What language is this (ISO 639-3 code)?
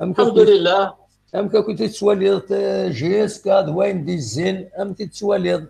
kab